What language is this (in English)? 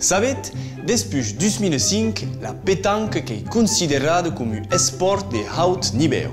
Occitan